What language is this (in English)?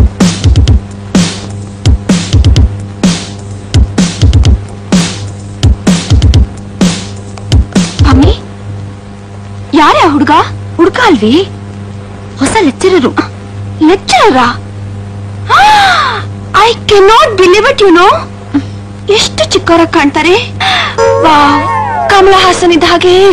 Kannada